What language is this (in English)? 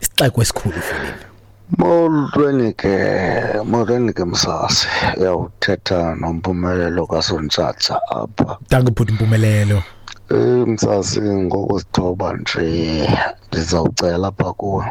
Xhosa